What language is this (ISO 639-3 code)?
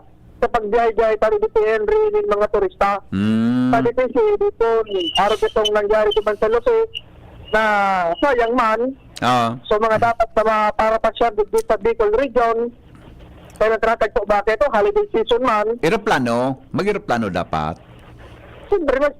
bik